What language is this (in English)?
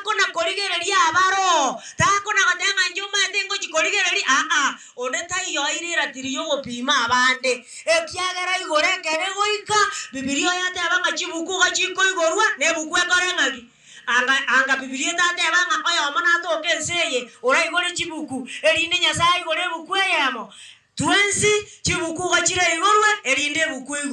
Gusii